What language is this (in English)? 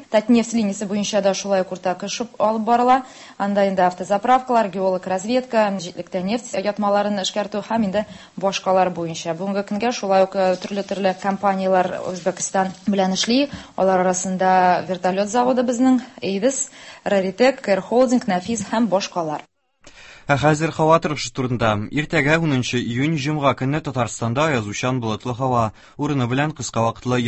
Tatar